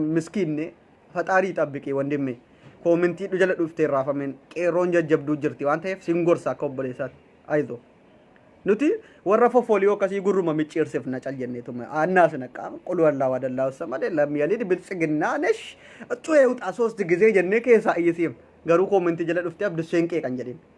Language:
Oromo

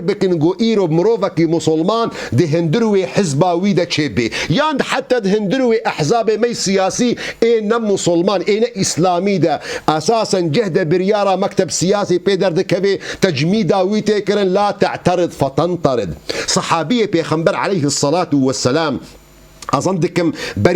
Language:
Kurdish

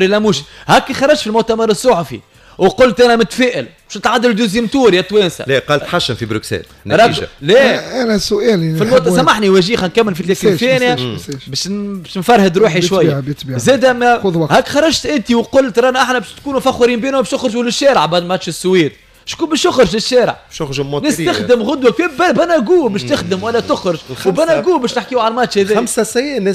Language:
Tunisian Arabic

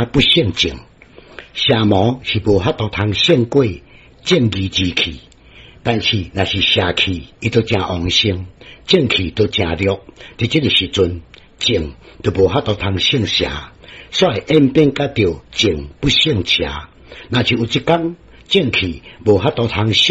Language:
Min Nan Chinese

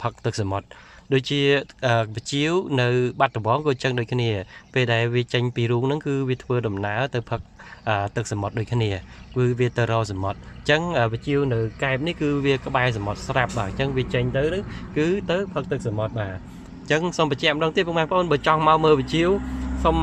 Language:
Khmer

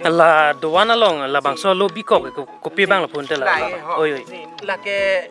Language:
Karbi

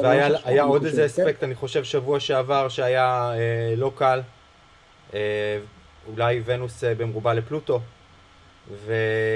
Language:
Hebrew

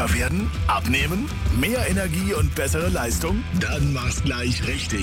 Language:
German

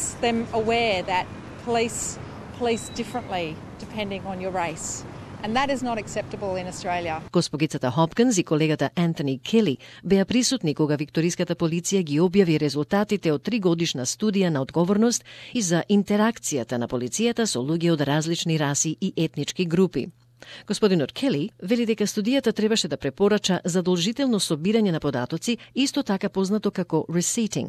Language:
Macedonian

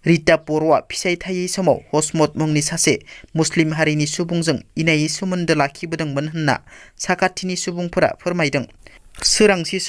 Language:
Bodo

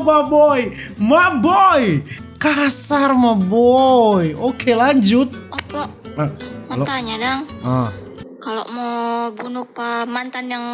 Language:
Manado Malay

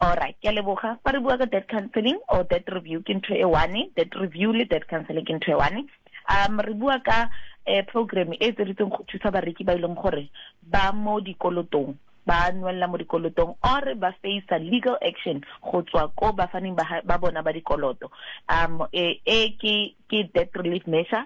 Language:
Southern Sotho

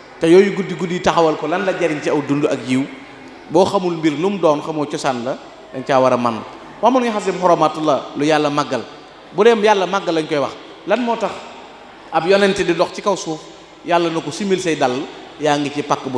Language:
Wolof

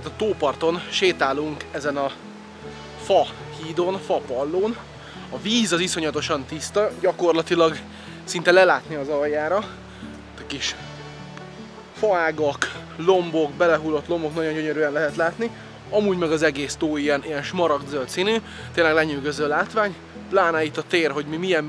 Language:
Hungarian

